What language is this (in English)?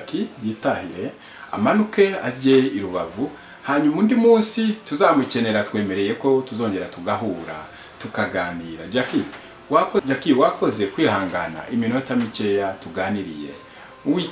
Kinyarwanda